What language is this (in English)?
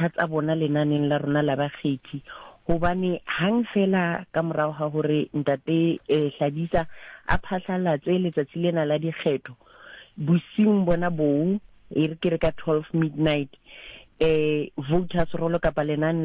Southern Sotho